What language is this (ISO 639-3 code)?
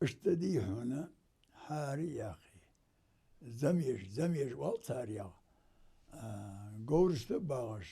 inh